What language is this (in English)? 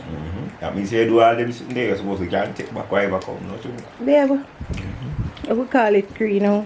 Jamaican Creole English